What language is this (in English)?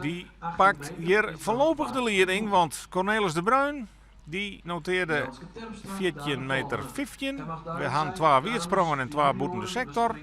Western Frisian